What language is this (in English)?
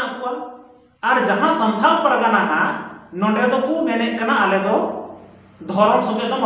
Santali